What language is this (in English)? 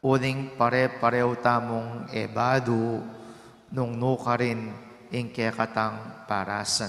Pampanga